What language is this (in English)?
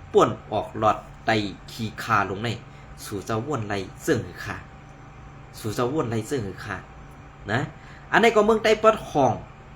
Shan